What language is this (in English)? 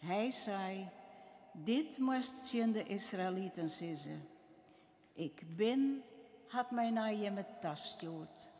Western Frisian